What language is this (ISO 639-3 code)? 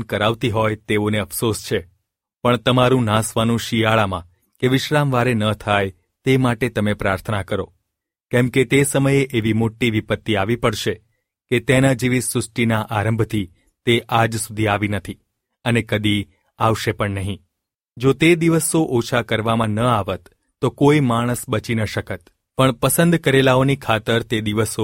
guj